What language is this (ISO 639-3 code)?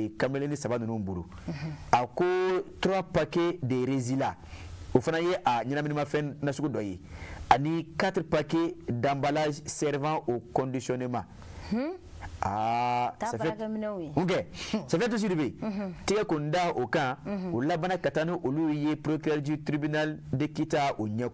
bam